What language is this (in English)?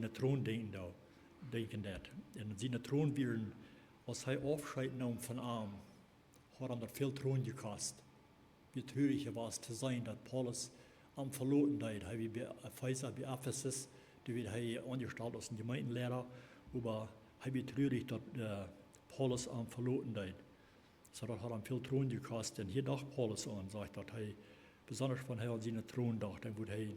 Plautdietsch